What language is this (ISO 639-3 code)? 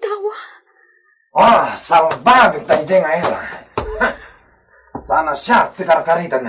ilo